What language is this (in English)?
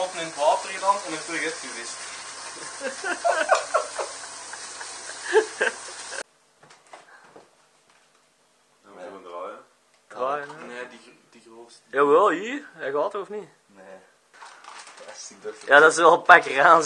Dutch